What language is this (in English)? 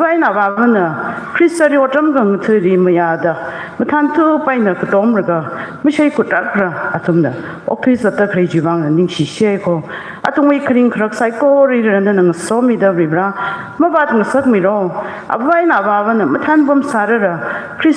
Tangkhul Naga (India)